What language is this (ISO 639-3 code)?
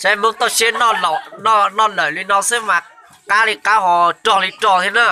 hmn